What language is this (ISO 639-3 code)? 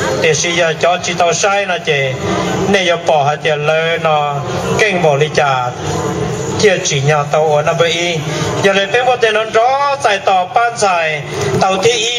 hmn